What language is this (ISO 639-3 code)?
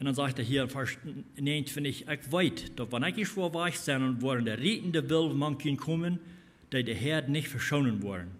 pdt